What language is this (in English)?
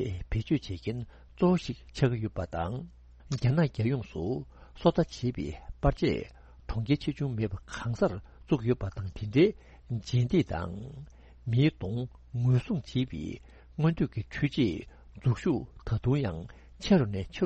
Tibetan